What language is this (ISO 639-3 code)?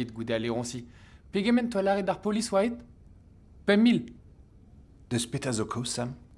bre